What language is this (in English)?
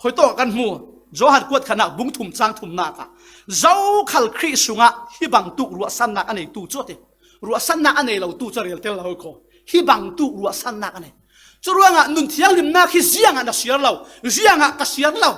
Falam Chin